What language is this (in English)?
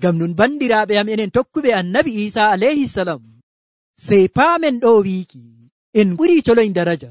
Nigerian Fulfulde